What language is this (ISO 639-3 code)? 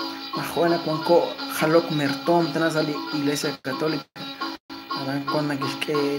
kek